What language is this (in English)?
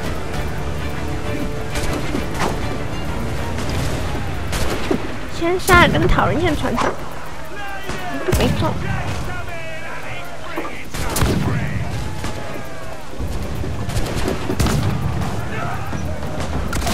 Chinese